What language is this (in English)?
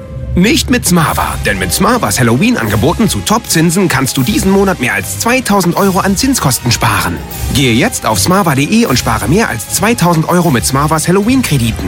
German